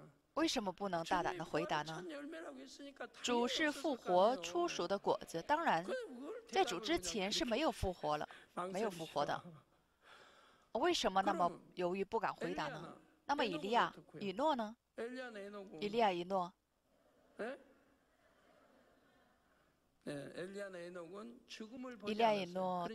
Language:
Chinese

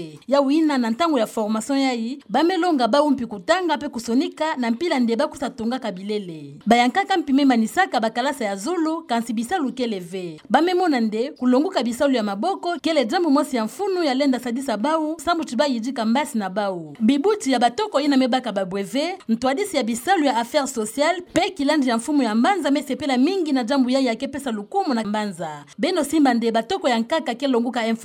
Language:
Kituba (Democratic Republic of Congo)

